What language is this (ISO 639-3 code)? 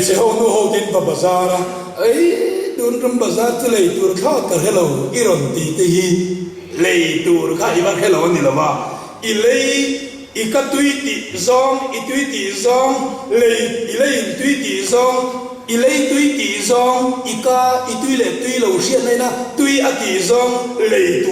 lus